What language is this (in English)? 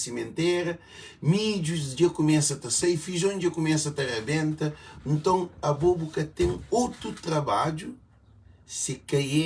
Kabuverdianu